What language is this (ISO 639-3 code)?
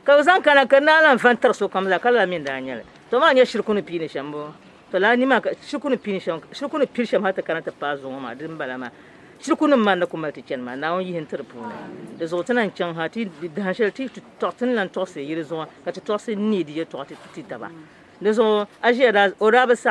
dag